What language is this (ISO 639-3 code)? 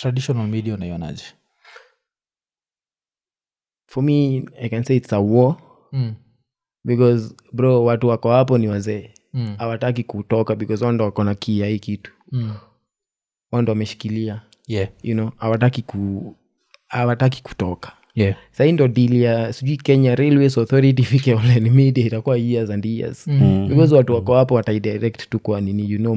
swa